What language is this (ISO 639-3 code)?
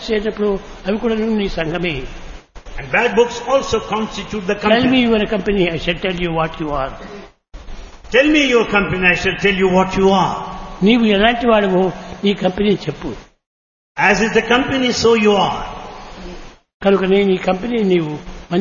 tel